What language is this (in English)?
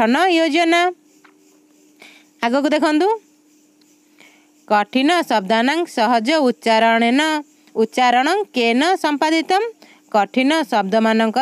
Odia